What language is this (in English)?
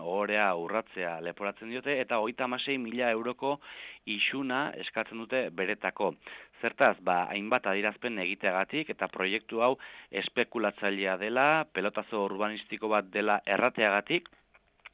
Basque